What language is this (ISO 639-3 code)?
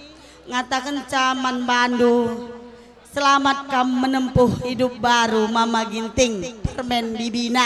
btx